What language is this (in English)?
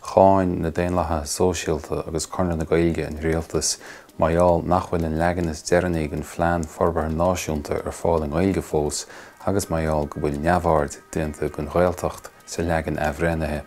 Irish